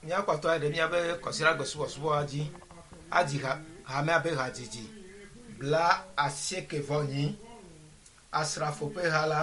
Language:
Ewe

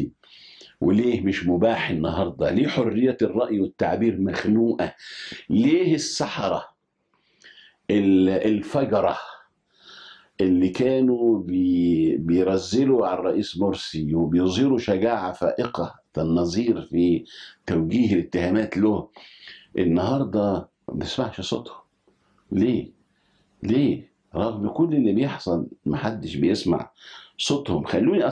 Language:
Egyptian Arabic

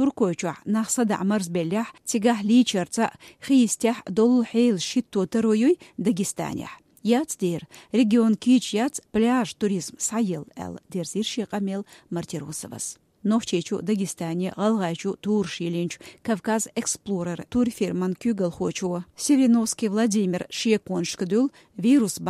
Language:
Chechen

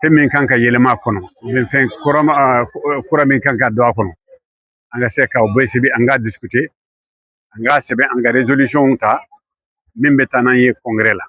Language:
Bambara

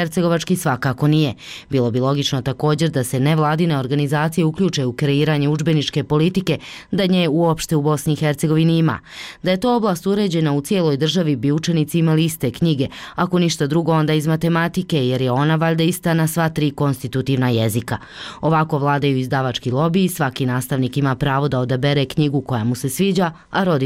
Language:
Bosnian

